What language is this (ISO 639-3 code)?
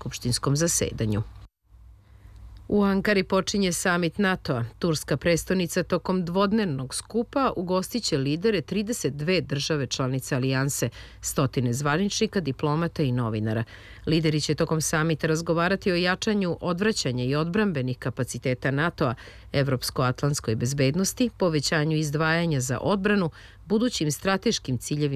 srp